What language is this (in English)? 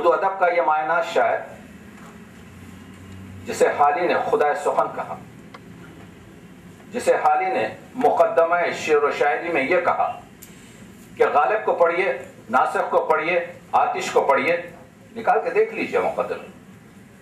Urdu